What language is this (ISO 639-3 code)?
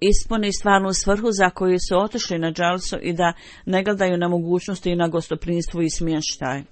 bos